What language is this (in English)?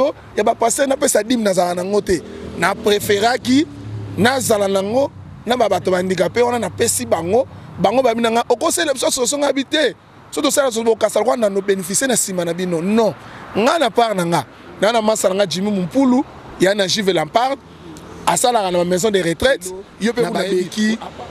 Lingala